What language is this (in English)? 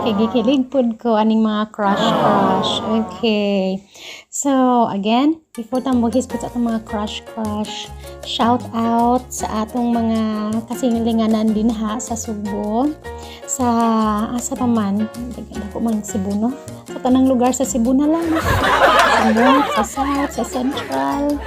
Cebuano